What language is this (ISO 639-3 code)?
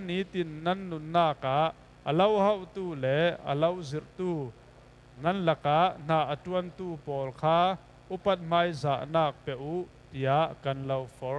cfm